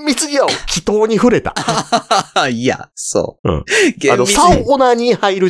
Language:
Japanese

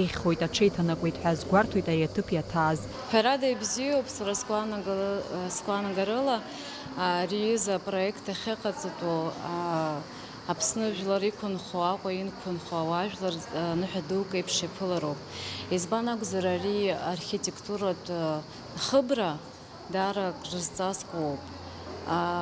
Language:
Abkhazian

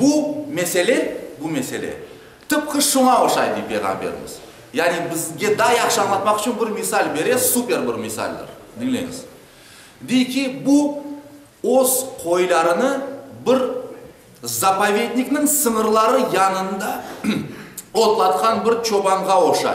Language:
Crimean Tatar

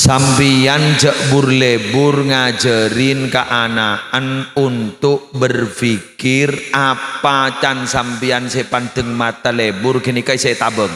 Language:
Madurese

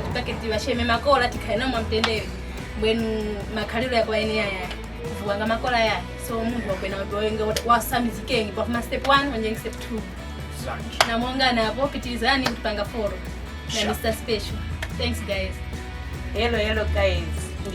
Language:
Tumbuka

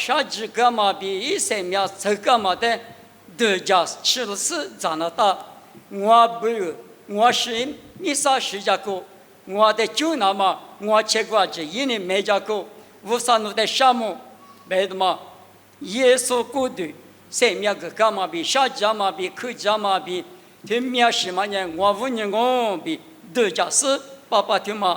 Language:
Lisu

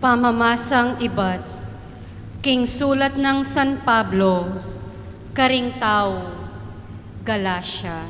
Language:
Pampanga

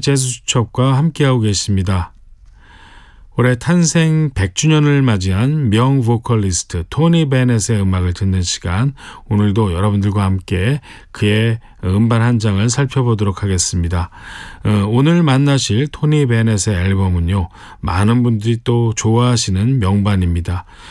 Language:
Korean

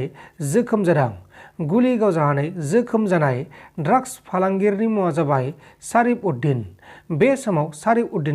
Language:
Bodo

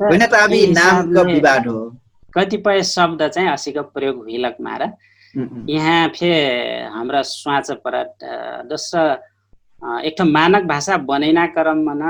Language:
Dangaura Tharu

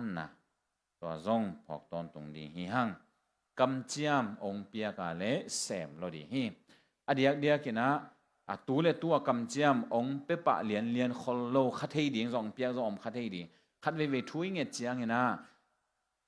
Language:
Tedim Chin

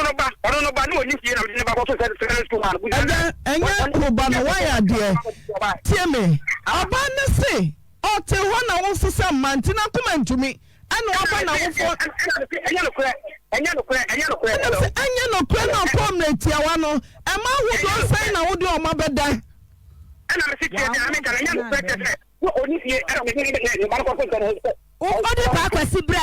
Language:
Akan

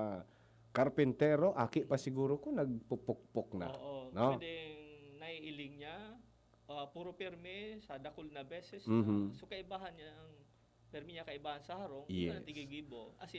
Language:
Bikol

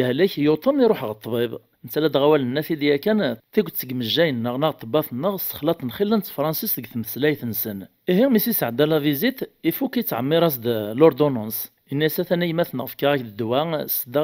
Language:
Kabyle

